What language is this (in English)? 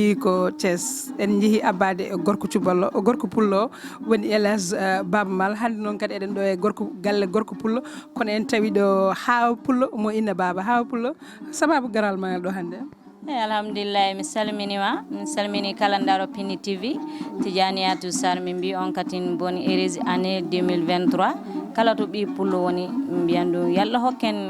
Fula